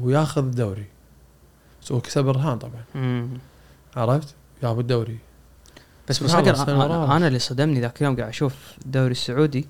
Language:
Gulf Arabic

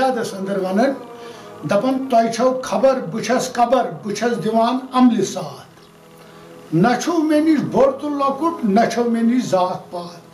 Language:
Kashmiri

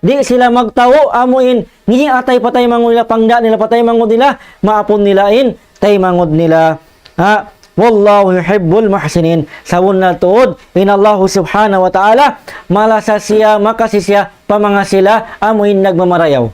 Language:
Tausug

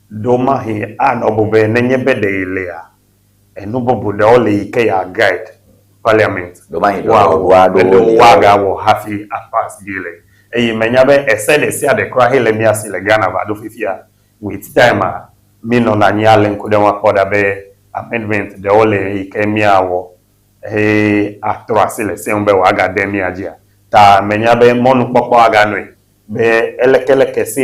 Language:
Ewe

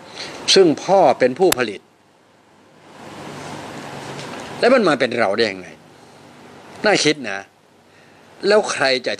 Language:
Thai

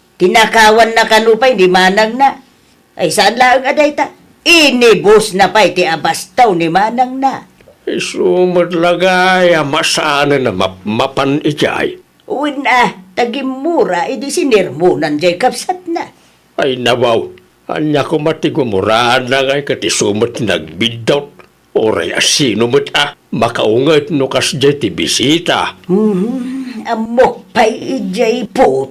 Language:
Iloko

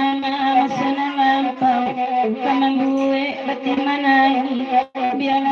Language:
Minangkabau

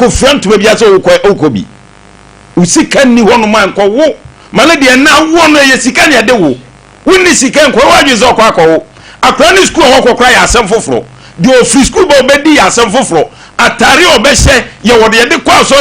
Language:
Akan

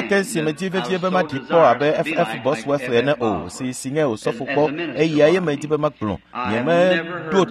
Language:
Ewe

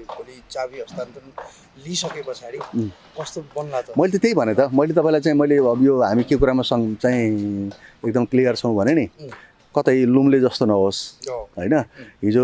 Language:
Nepali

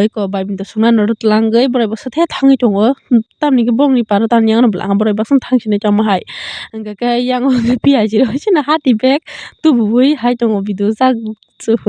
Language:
Kok Borok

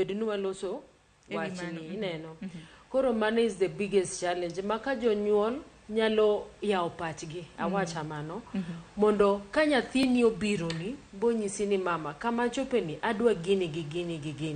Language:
Luo (Kenya and Tanzania)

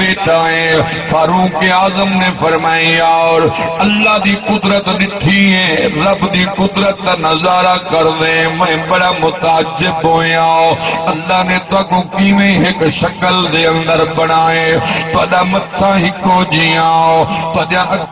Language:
Saraiki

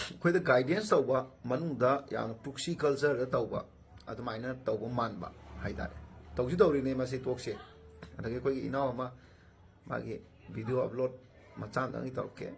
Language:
Manipuri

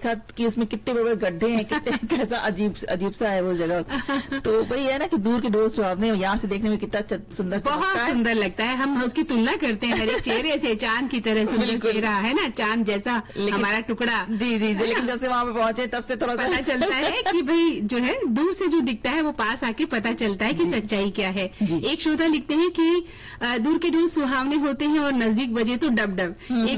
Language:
Hindi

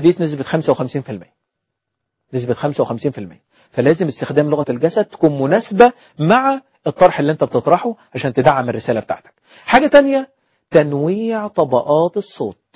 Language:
Egyptian Arabic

